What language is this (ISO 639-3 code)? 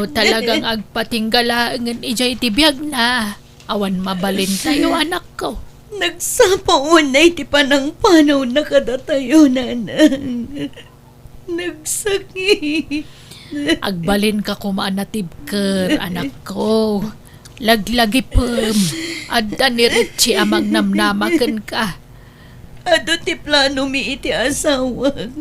ilo